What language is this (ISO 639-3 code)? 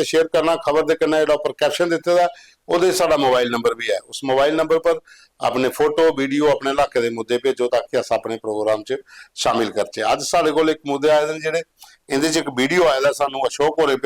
doi